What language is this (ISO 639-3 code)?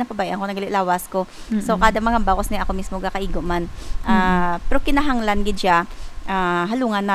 hil